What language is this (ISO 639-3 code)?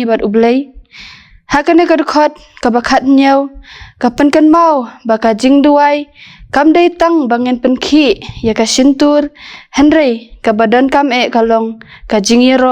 kha